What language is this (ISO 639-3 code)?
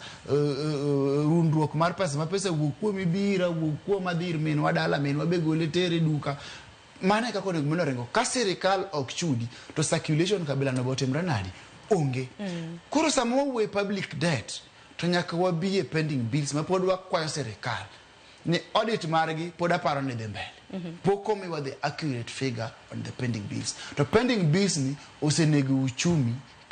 luo